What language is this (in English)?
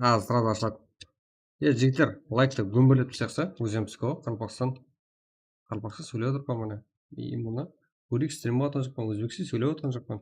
Kara-Kalpak